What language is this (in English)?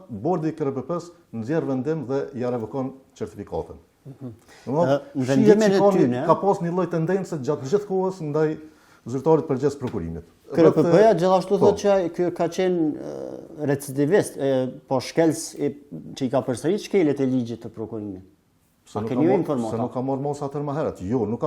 Albanian